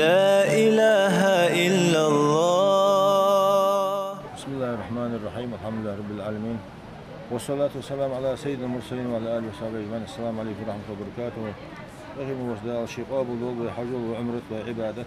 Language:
Ingush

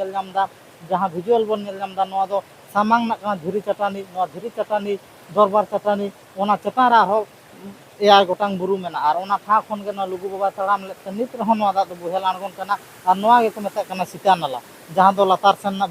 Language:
Santali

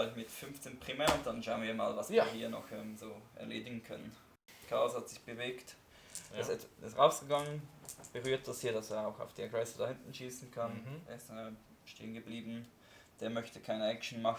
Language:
Swiss German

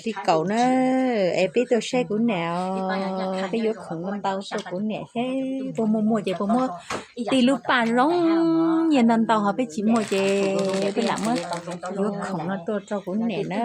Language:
Hmong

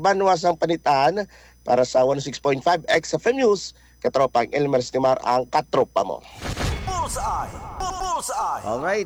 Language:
Hiligaynon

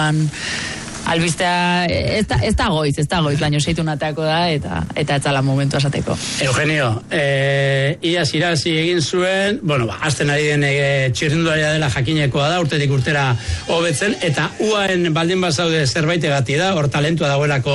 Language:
Basque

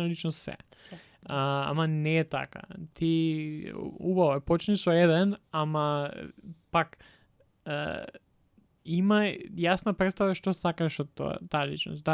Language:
Macedonian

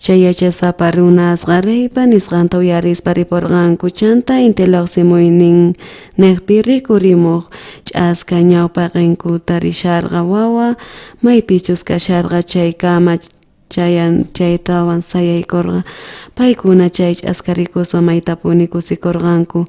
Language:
South Bolivian Quechua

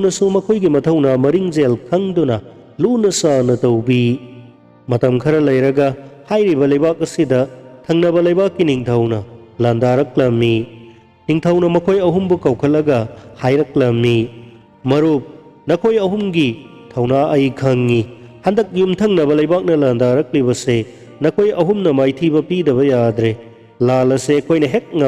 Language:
Manipuri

